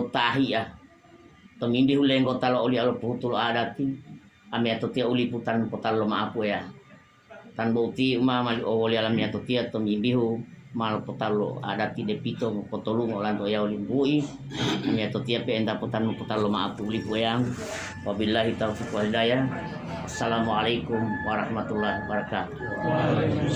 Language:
Gorontalo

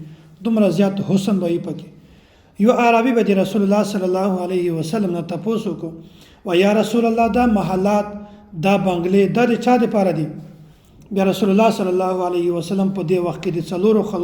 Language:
Pashto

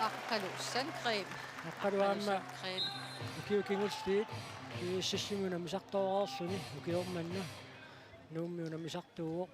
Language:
Kalaallisut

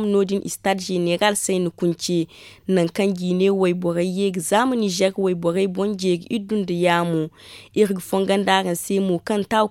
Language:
Zarma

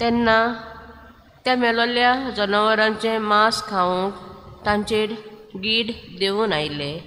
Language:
Konkani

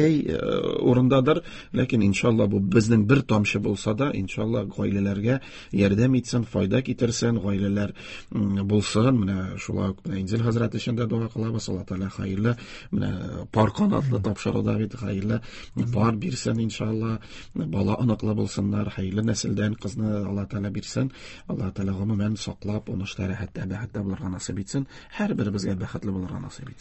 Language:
Tatar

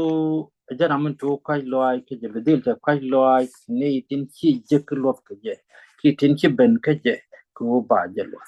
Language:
Nuer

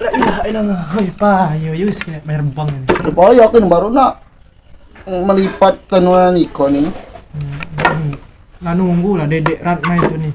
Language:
Musi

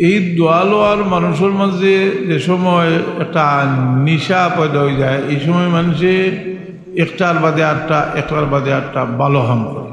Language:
Sylheti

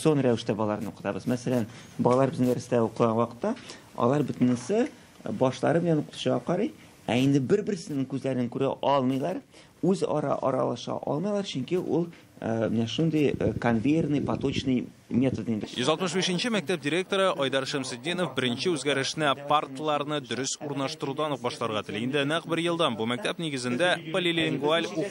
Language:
Tatar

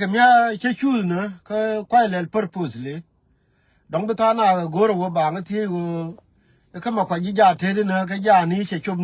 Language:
Nuer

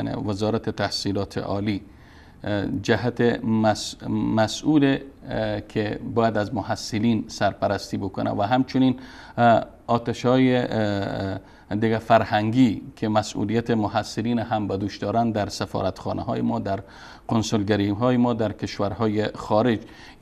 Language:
Persian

